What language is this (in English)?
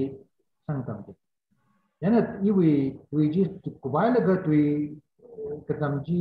Tangkhul Naga (India)